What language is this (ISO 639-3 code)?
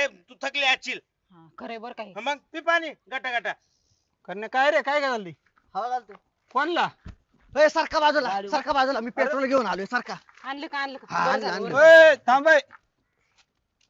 mar